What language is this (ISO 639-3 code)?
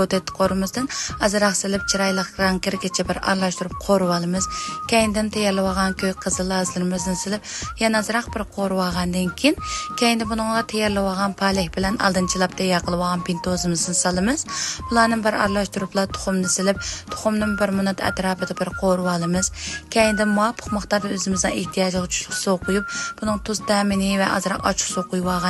uig